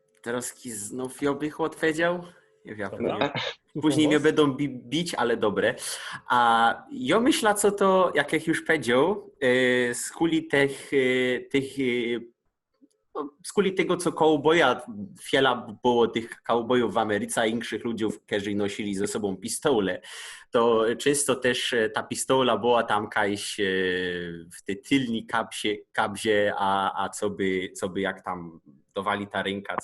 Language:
Silesian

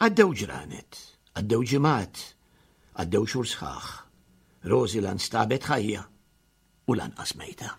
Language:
Maltese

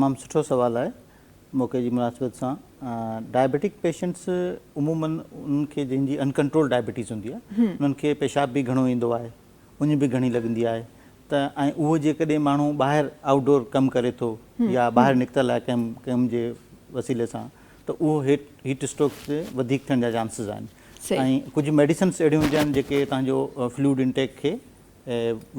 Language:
Sindhi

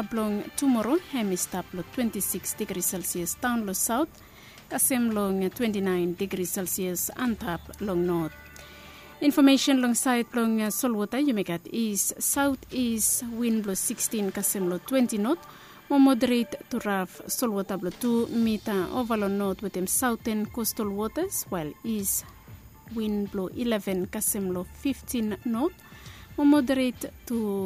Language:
Bislama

